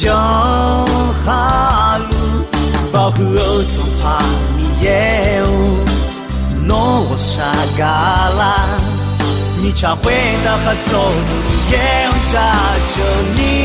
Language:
Akha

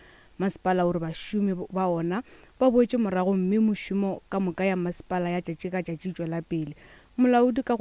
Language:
Northern Sotho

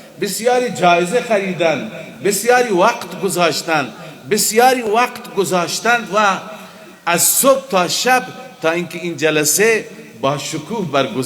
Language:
Persian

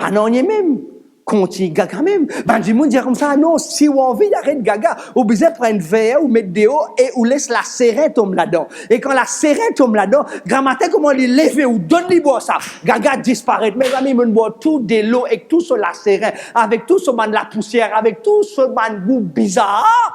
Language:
Morisyen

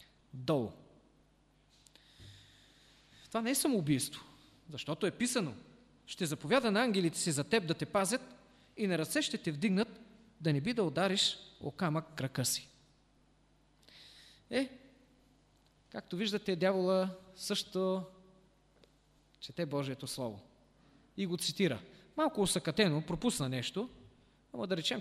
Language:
Bulgarian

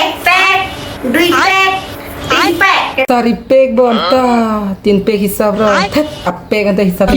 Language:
Karbi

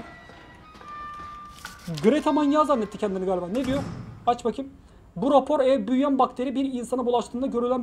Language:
Turkish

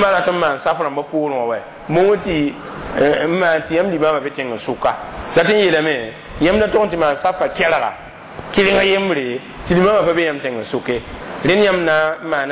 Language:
Mossi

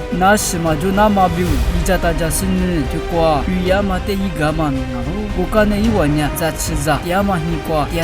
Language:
Lisu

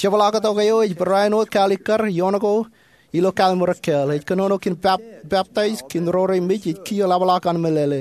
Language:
Marshallese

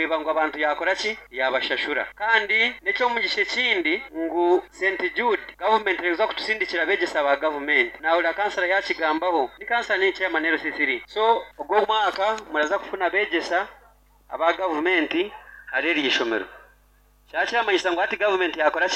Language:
Nyankole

